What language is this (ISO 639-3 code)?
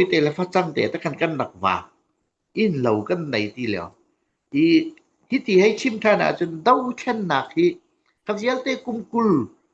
cnh